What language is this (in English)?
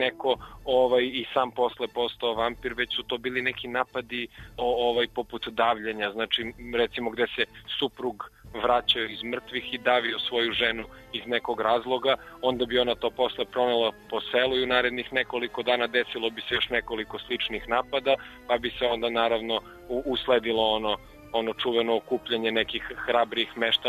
Serbian